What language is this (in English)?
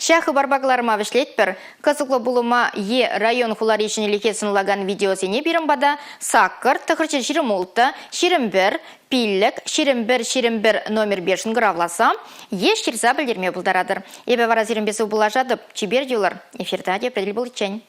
Chuvash